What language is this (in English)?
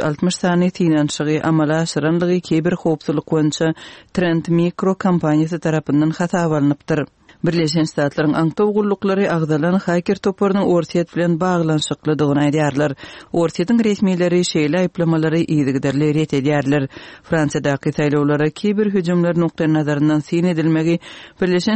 Kyrgyz